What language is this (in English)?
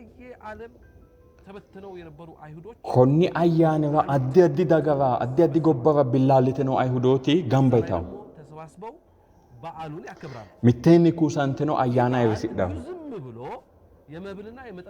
Sidamo